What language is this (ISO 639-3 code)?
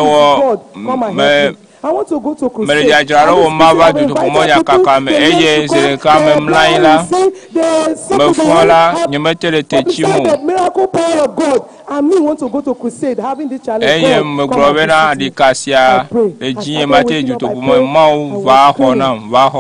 ewe